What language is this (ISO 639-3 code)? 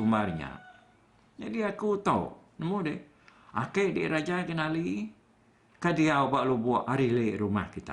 iba